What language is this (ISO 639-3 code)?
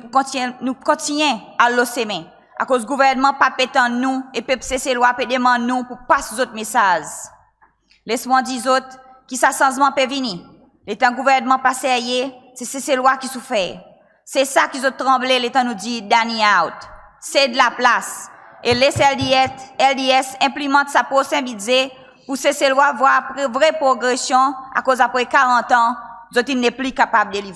crs